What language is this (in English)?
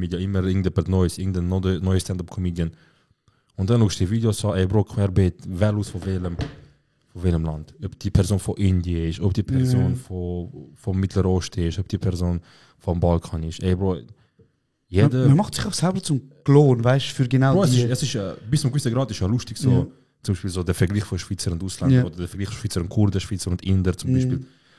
Swiss German